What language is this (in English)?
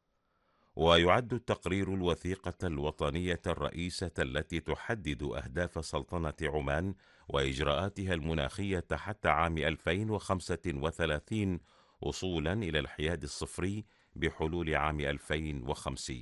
Arabic